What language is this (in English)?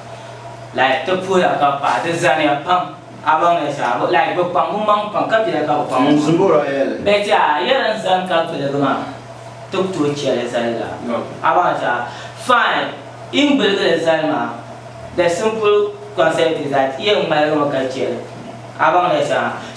Dagbani